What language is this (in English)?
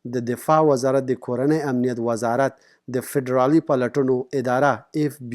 Pashto